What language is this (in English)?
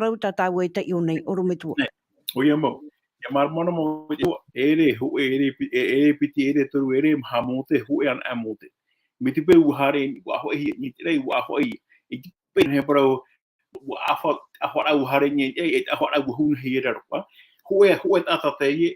Tahitian